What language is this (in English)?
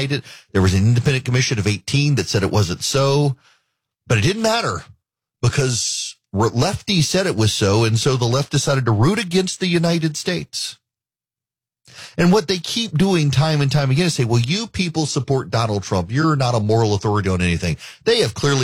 English